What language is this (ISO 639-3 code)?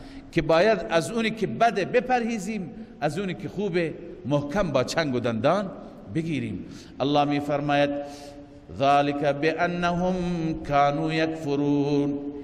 fas